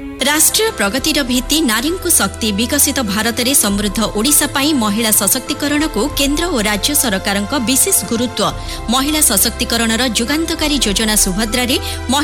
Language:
Odia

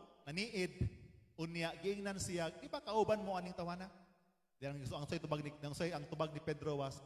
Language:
Cebuano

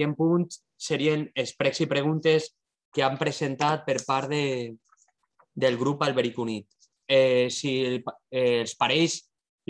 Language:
Catalan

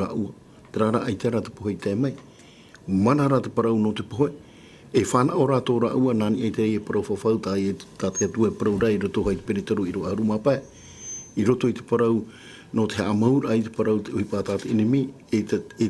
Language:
Tahitian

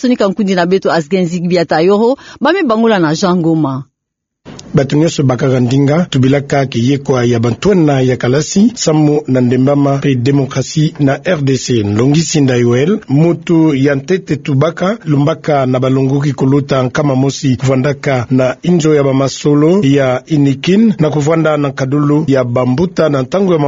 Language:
Kituba (Democratic Republic of Congo)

